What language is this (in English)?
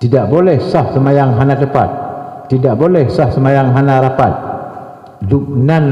Achinese